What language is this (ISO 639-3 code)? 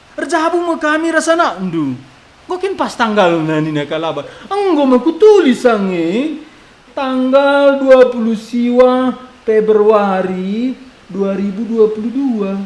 btx